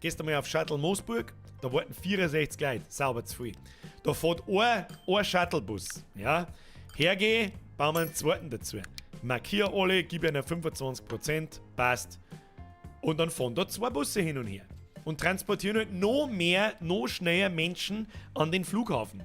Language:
Bavarian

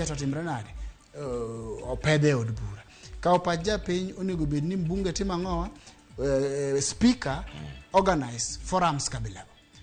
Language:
Luo (Kenya and Tanzania)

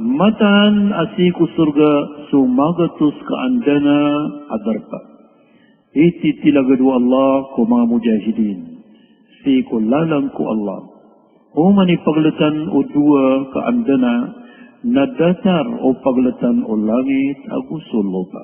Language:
Maranao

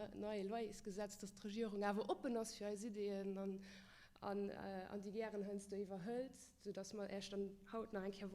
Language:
Luxembourgish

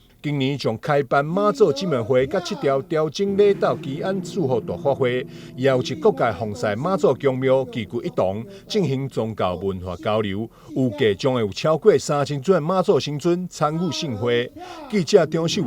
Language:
Min Nan Chinese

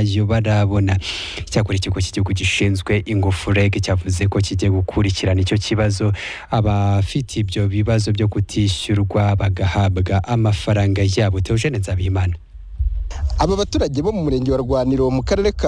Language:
Kinyarwanda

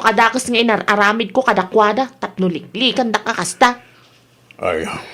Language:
Iloko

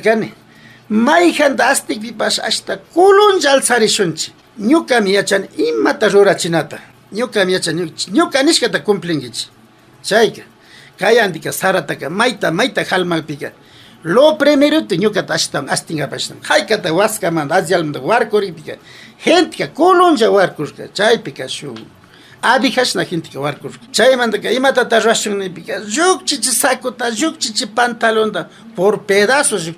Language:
Imbabura Highland Quichua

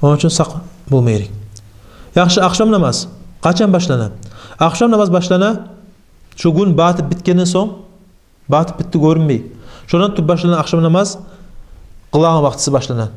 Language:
Kumyk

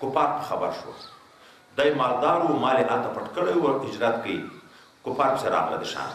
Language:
Pashto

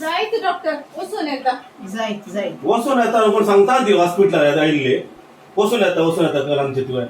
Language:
Konkani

